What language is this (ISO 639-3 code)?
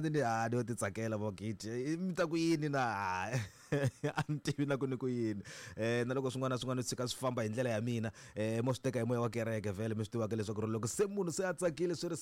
tso